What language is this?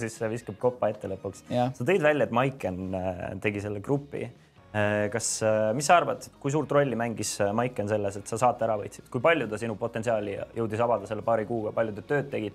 Estonian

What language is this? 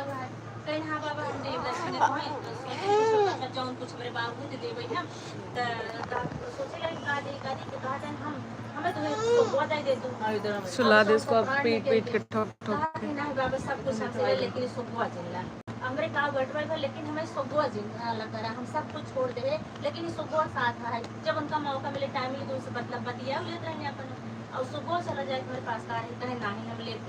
Awadhi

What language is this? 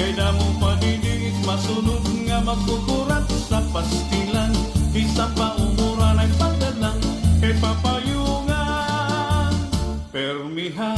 Waray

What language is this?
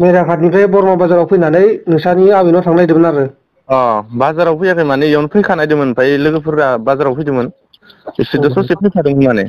Bodo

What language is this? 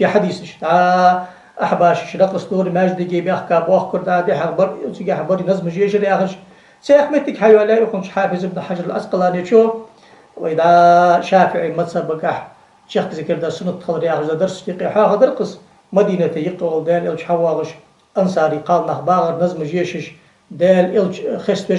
Ingush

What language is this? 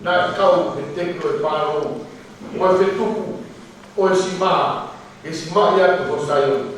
Tongan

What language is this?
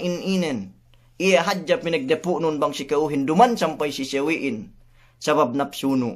Yakan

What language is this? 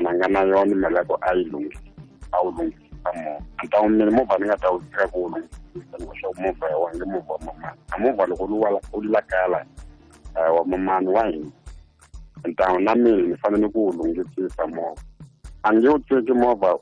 Tsonga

